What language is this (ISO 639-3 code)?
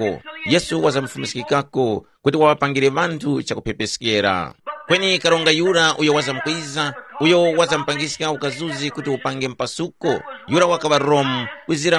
tum